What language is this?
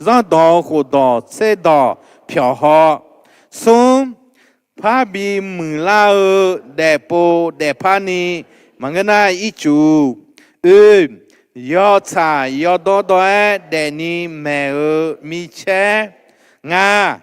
Akha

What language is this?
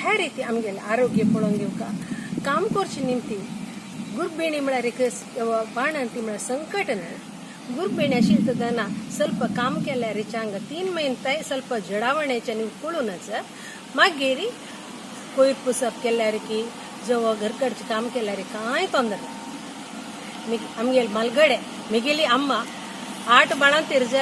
Konkani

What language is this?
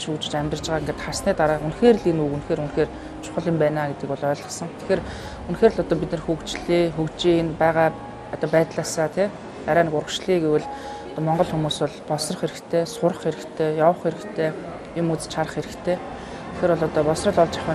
Mongolian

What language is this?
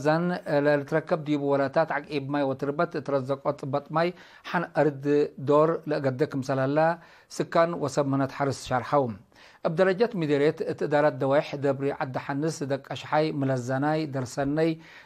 Tigre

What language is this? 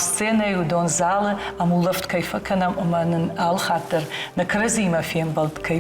Ossetic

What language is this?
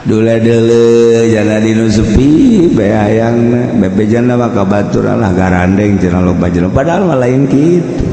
Sundanese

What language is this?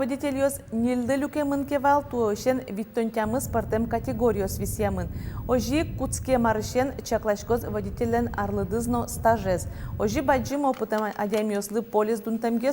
Udmurt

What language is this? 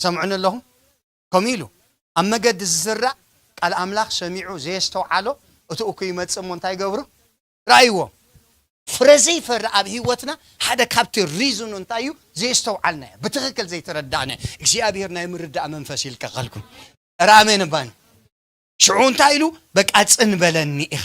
Tigrinya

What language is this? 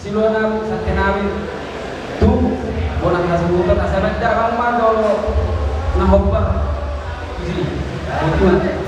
Batak Toba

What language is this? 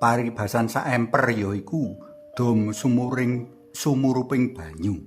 Javanese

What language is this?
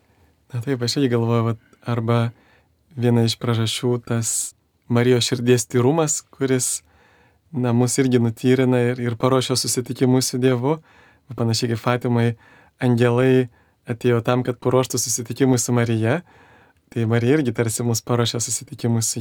Lithuanian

